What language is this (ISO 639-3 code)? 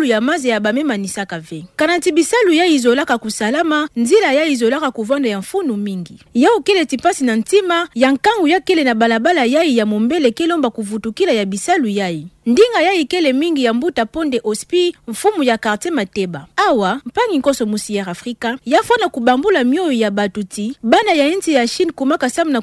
ktu